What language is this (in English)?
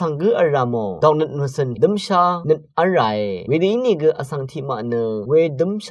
Rawang